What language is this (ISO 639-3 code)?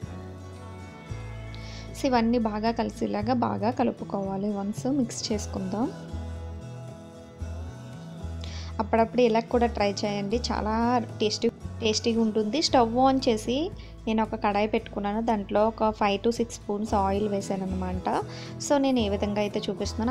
tel